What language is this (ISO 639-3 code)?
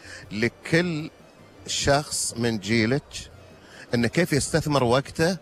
afb